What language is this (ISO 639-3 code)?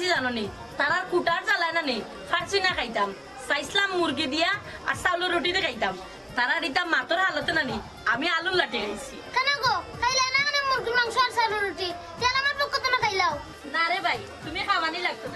syl